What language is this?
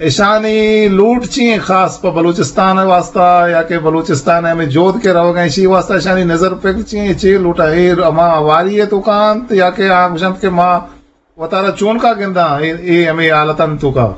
Eastern Balochi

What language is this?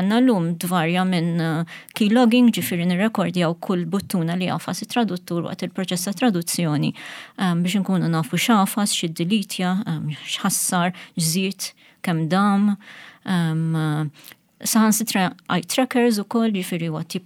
Maltese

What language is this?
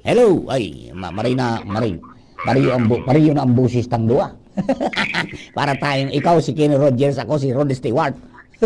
Bikol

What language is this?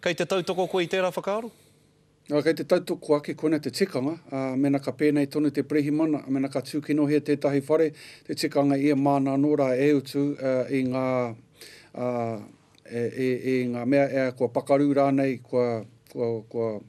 Māori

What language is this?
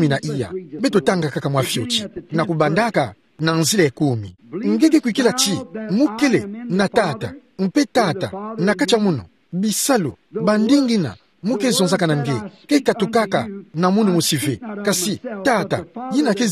Kituba (Democratic Republic of Congo)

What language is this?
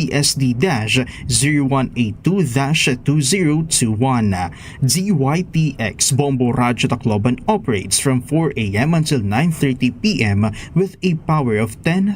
Waray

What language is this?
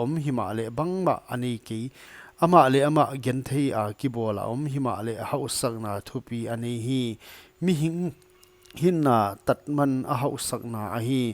Paite Chin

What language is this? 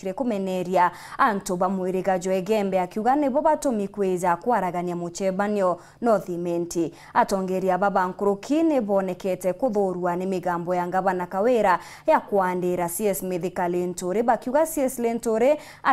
Meru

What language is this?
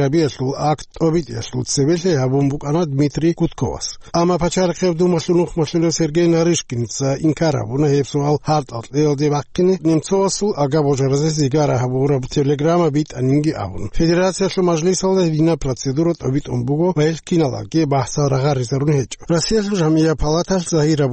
Avaric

